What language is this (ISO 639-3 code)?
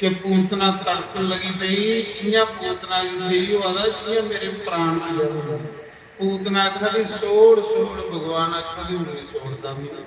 doi